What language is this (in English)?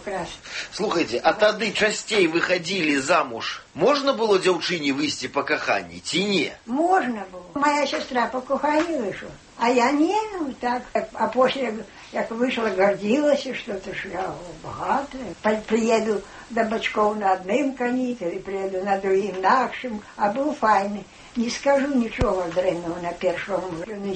Belarusian